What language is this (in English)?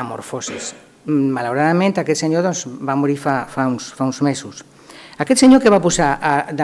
Catalan